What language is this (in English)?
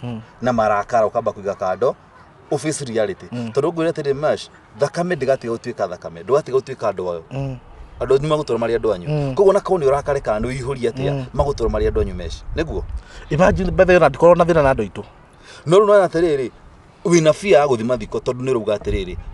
Kikuyu